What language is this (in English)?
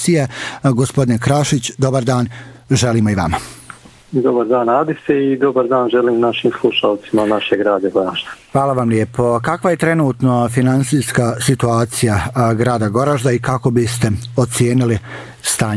Bosnian